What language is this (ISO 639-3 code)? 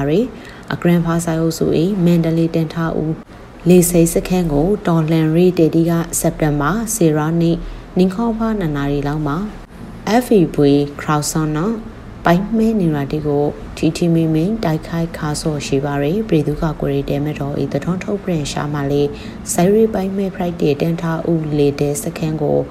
mya